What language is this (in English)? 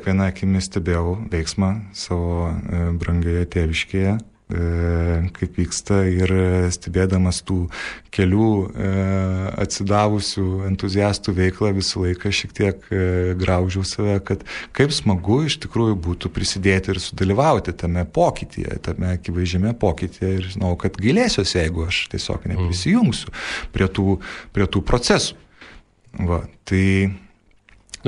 Lithuanian